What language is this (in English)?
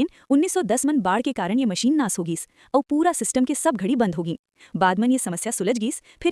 Chhattisgarhi